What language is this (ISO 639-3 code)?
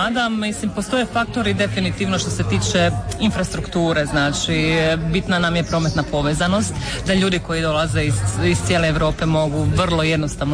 hrv